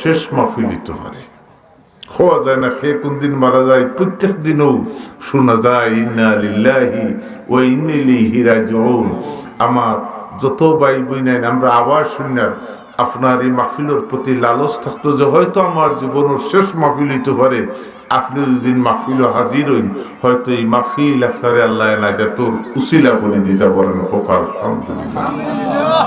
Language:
Sylheti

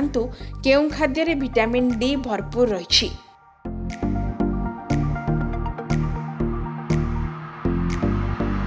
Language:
Odia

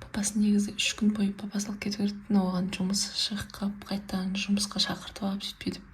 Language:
Kazakh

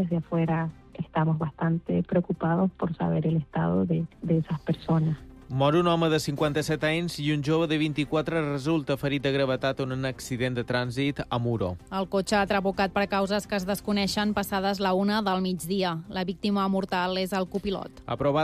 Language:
Catalan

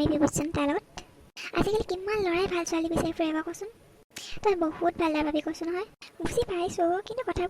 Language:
Assamese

